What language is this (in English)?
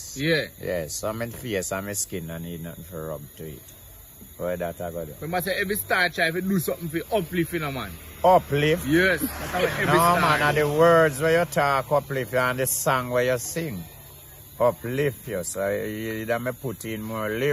Jamaican Creole English